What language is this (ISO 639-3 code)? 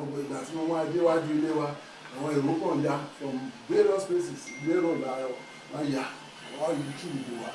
yor